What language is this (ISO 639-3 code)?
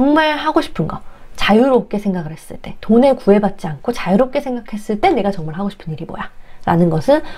kor